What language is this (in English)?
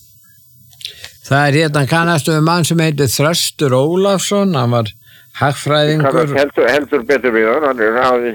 Icelandic